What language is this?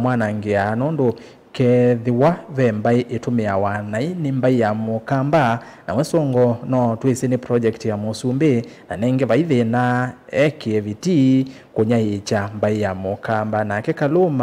Kamba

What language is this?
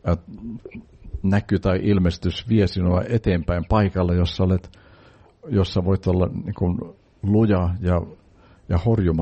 Finnish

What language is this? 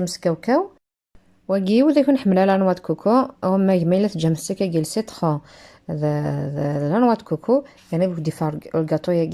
Kabyle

